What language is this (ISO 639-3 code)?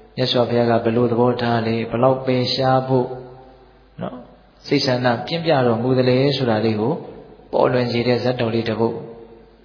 mya